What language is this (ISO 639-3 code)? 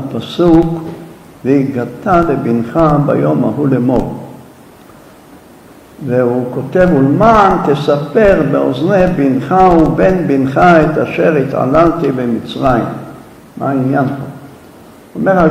heb